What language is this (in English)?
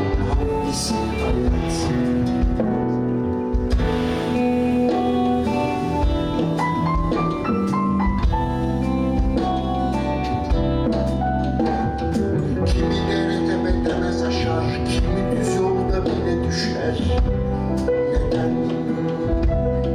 Turkish